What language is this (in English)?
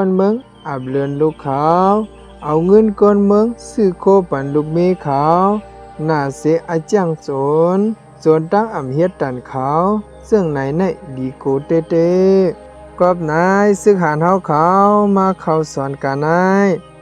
Shan